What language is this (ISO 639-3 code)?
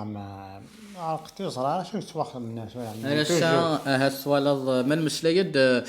kab